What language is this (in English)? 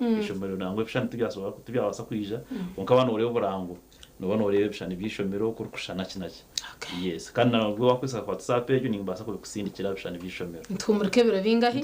Nyankole